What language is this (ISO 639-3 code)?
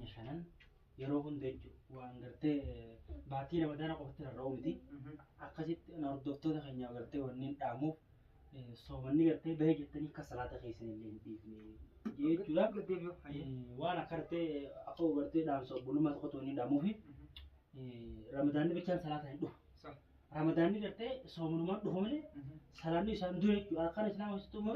orm